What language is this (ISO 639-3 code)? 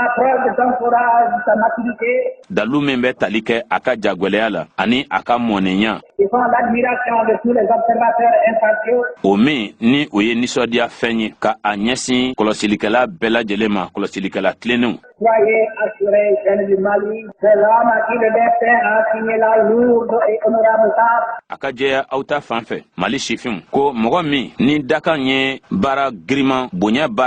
bam